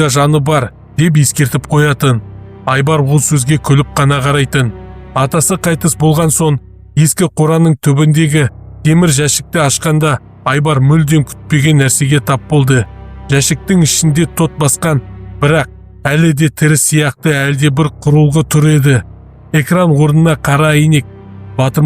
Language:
Kazakh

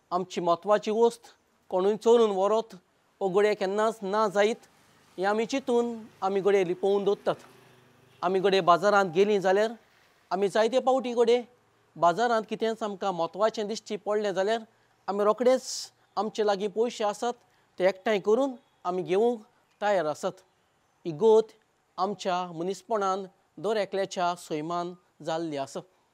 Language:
Konkani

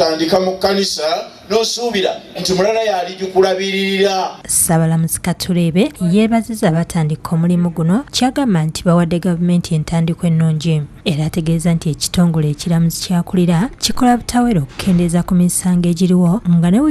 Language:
Ganda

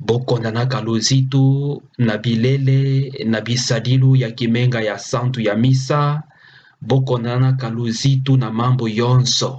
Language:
Kituba (Democratic Republic of Congo)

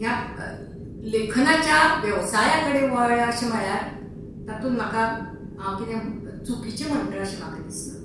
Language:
Konkani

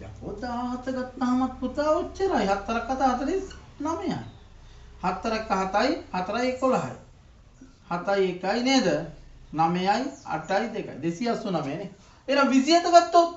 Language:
Sinhala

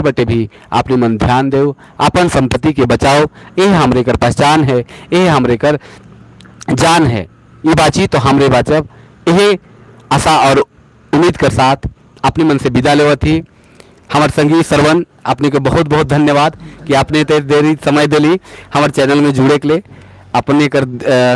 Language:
Sadri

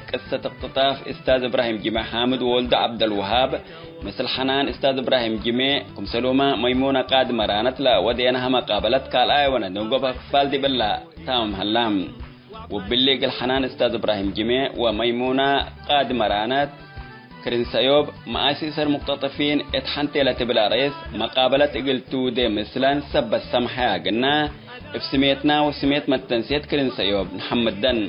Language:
Tigre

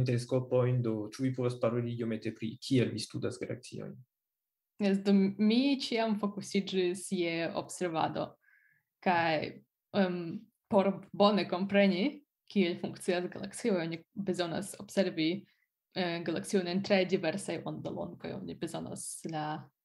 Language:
Esperanto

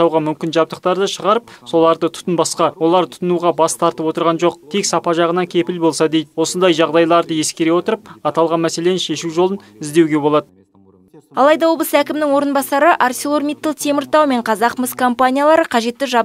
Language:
Kazakh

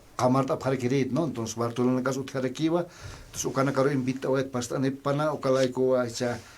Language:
Aymara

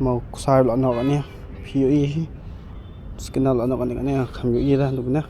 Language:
Khasi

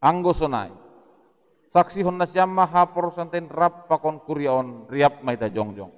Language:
Batak Simalungun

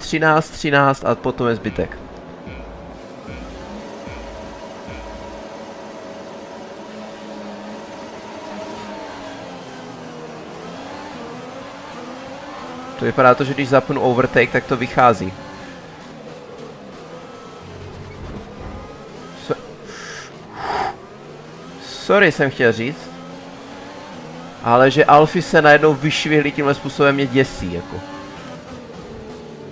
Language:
Czech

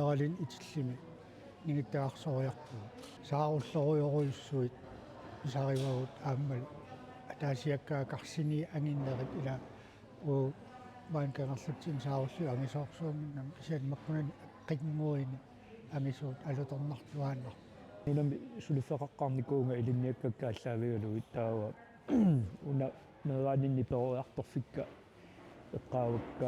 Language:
Kalaallisut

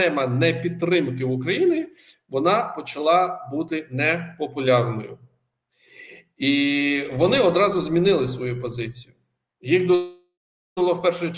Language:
Ukrainian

